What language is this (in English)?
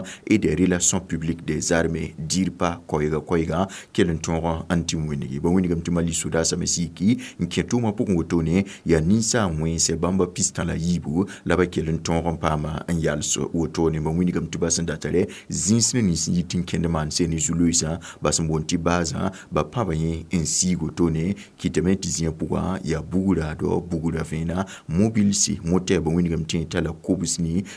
Mossi